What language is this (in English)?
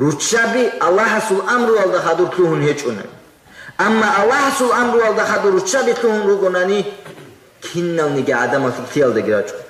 Avaric